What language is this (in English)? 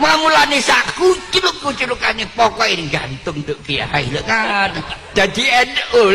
Javanese